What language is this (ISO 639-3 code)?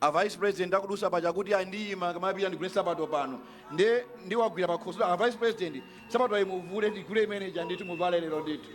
nya